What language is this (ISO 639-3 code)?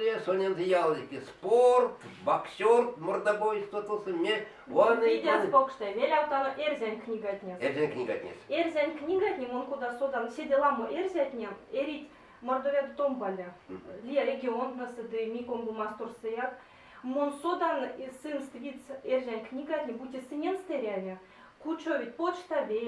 myv